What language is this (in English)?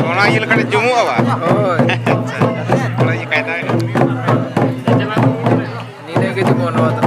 Santali